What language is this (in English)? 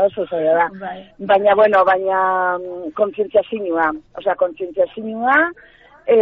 Basque